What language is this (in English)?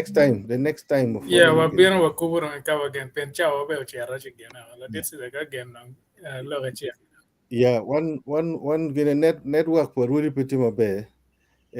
Acoli